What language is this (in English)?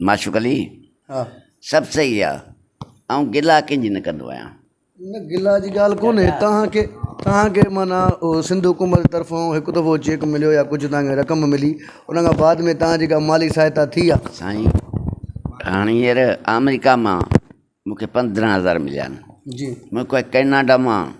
Sindhi